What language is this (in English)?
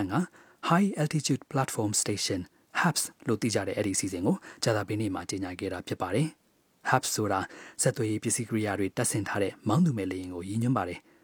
Burmese